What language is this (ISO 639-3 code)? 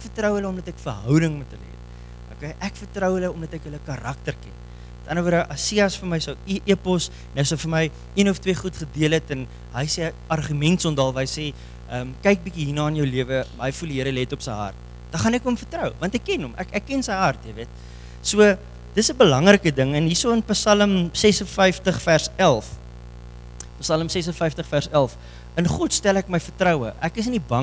afr